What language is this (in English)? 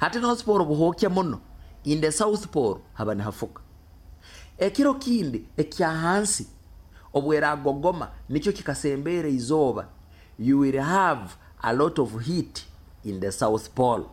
Nyoro